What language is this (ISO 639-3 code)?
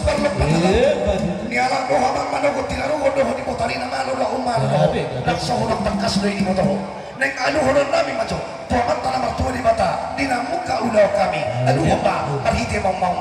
bbc